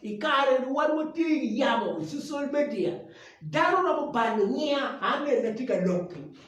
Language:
Acoli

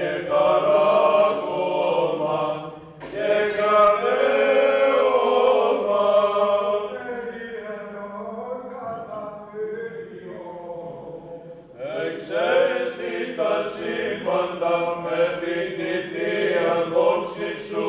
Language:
Greek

